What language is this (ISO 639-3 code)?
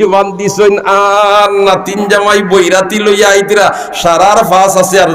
syl